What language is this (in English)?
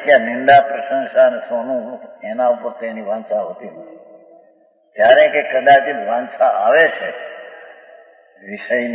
Gujarati